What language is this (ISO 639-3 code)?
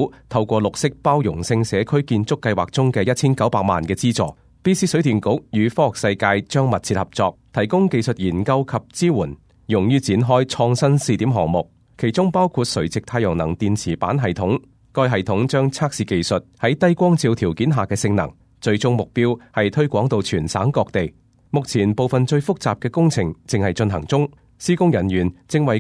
yue